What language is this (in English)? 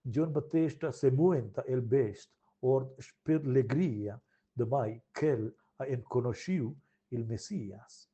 Romansh